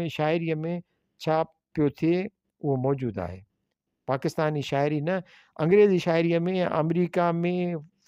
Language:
Sindhi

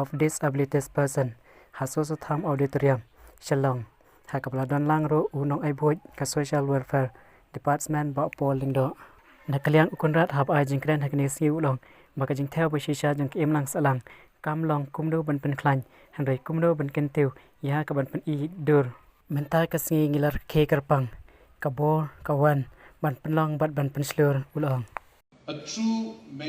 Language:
Khasi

